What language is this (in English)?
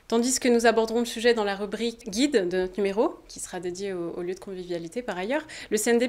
French